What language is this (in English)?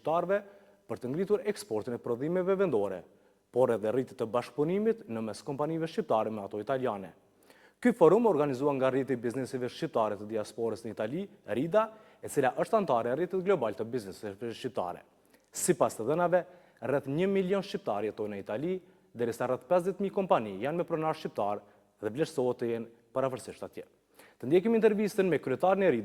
Albanian